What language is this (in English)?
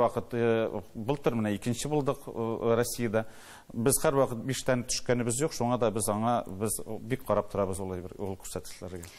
Tatar